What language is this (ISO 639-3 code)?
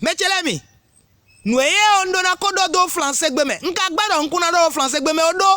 fon